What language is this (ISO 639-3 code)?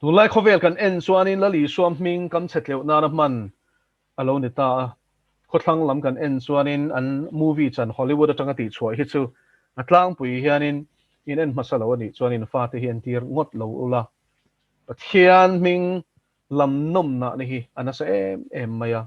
lus